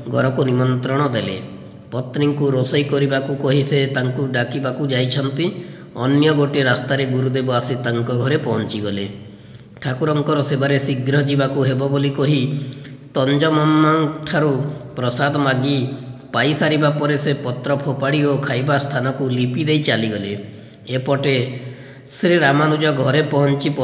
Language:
Odia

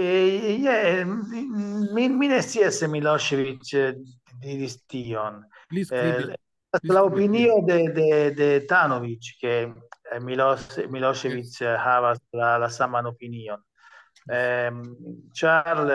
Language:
Esperanto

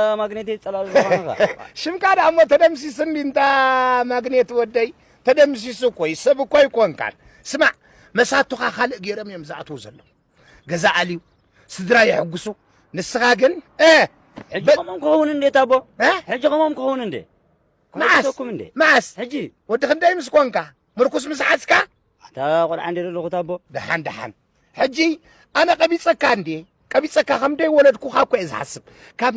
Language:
Tigrinya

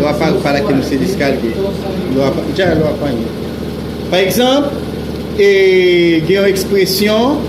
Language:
Haitian Creole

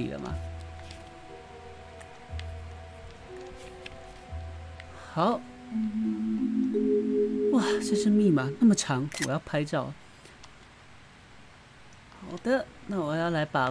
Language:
Chinese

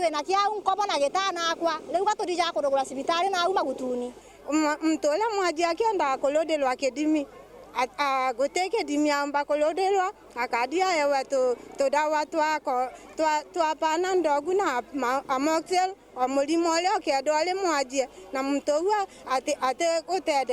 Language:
Meru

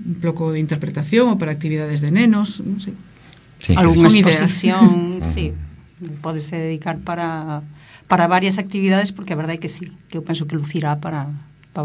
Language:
Galician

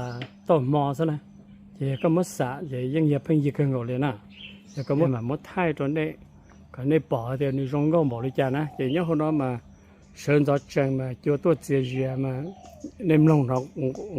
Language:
Hmong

